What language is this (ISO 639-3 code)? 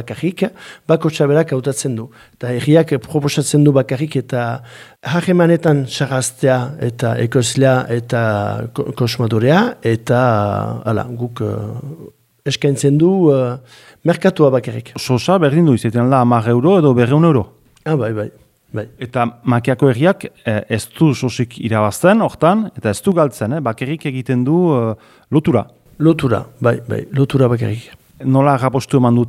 eus